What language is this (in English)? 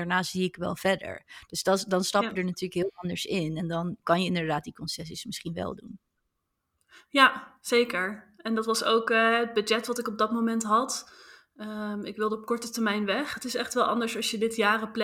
Dutch